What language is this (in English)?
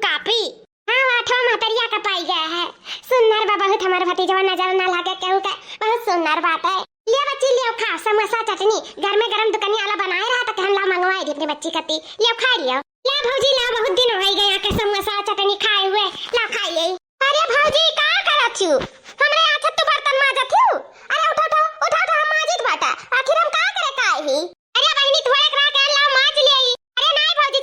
Awadhi